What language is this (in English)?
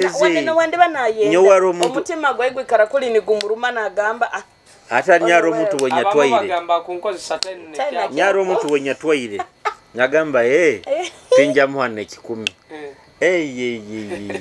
Nyoro